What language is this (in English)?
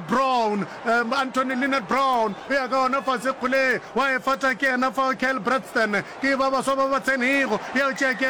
Northern Sotho